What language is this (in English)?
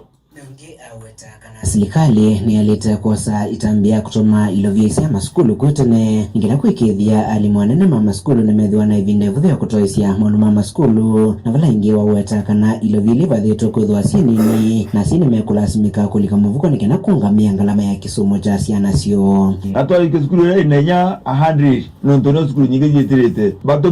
Kamba